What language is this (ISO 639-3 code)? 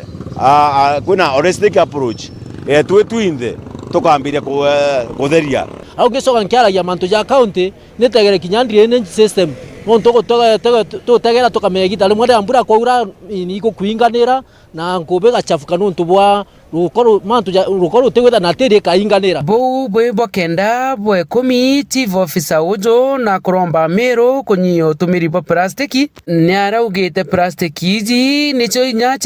mer